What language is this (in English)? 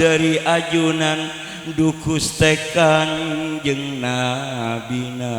Madurese